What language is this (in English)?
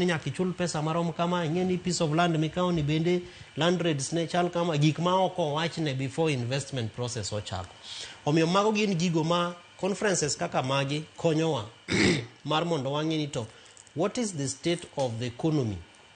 Luo (Kenya and Tanzania)